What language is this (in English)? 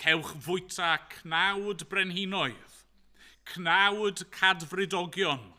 Welsh